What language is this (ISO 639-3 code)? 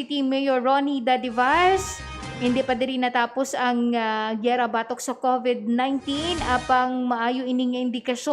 hil